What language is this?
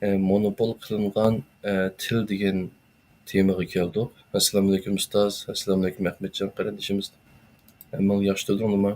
Uyghur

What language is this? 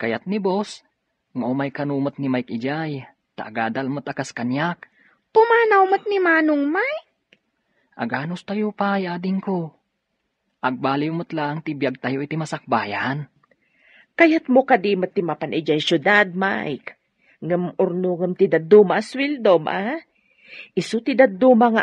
Iloko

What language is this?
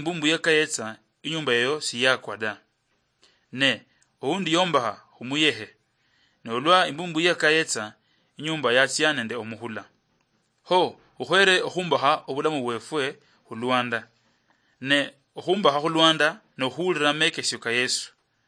Luyia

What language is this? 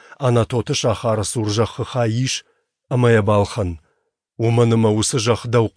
Ossetic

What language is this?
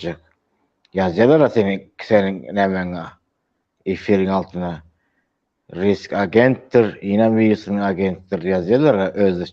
Turkmen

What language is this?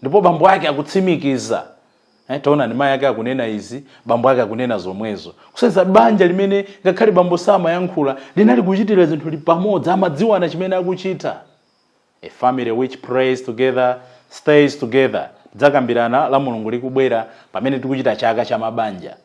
Nyanja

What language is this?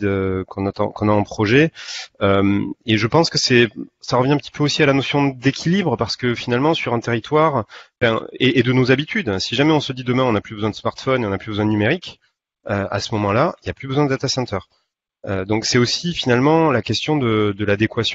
French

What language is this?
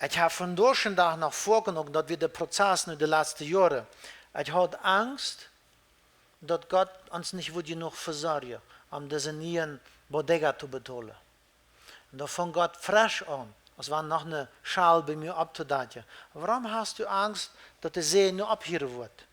Plautdietsch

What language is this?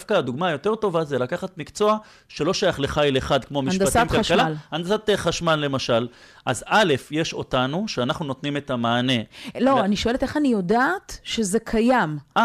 Hebrew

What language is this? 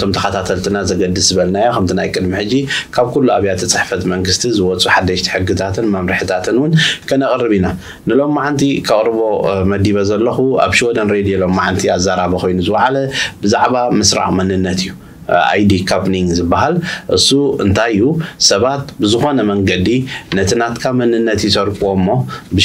Tigrinya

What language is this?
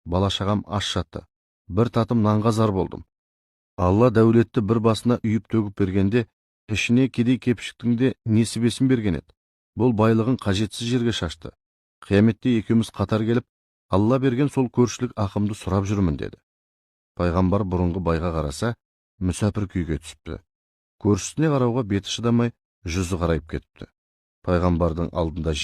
Kazakh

